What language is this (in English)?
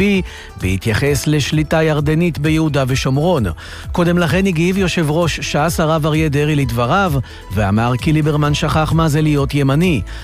Hebrew